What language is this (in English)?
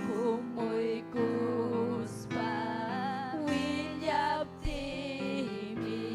Ayacucho Quechua